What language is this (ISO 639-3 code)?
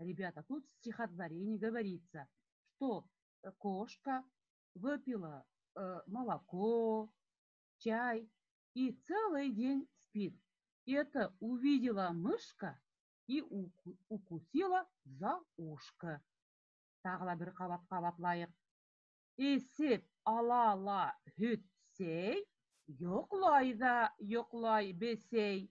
bak